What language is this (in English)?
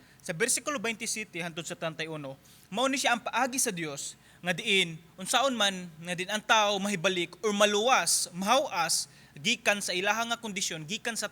Cebuano